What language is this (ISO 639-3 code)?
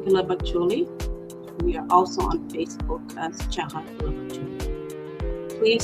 ach